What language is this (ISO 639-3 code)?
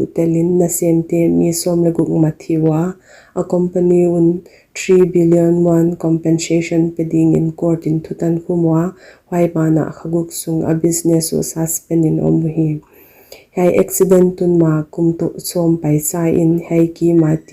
pck